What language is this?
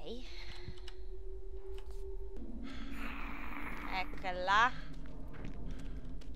Italian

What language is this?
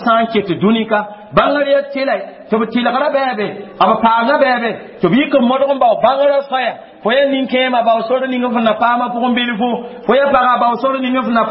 Mossi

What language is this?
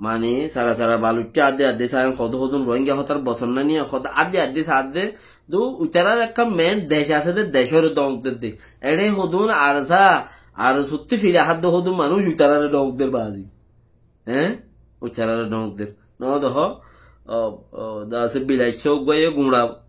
Rohingya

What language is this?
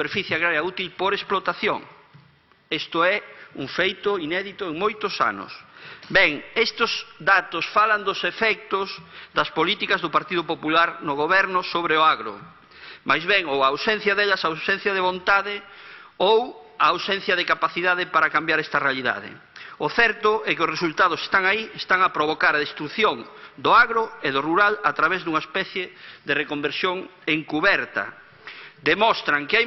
Galician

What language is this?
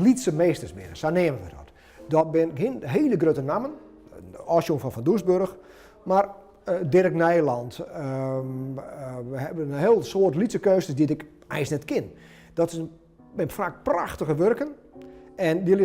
Western Frisian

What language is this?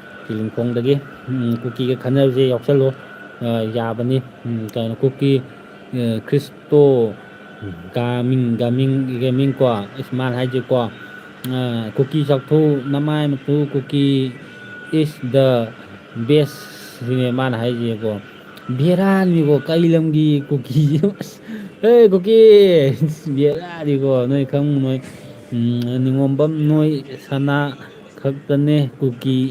Manipuri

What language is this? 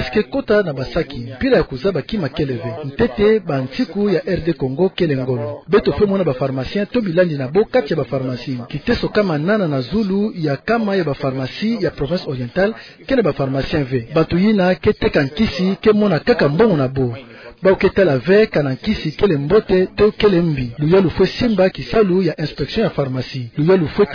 Kituba (Democratic Republic of Congo)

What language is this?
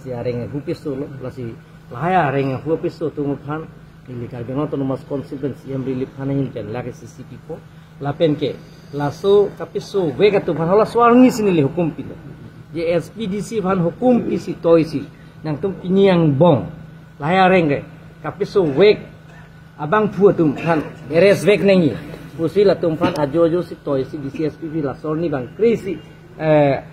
Karbi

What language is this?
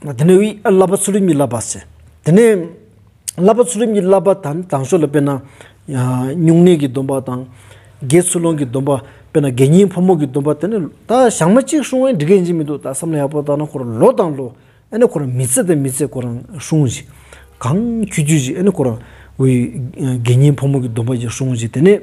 Stod Bhoti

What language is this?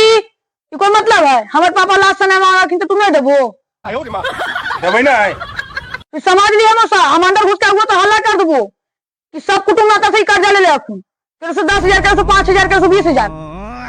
Magahi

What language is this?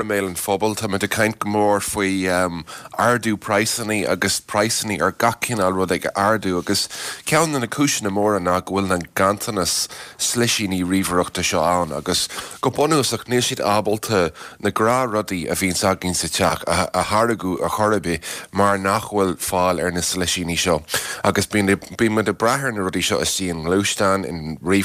Irish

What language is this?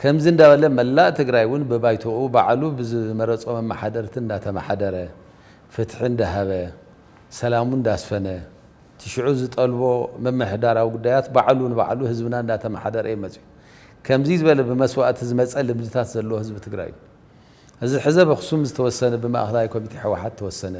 Tigrinya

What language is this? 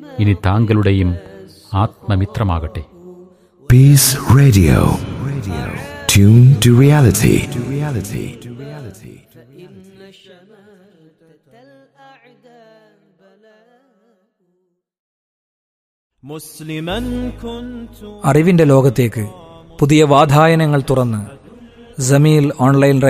Malayalam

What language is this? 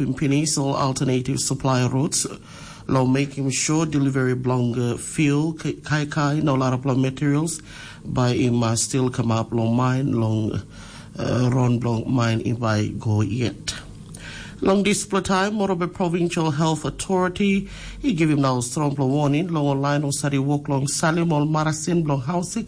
Tok Pisin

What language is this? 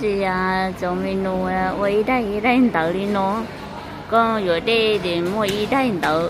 Hmong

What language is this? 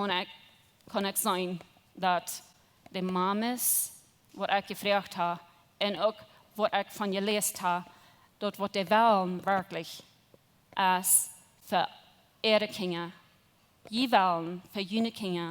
Plautdietsch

